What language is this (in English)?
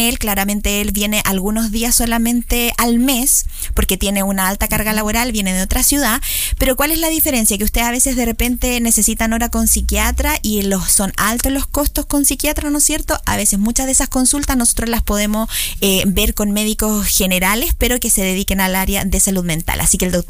Spanish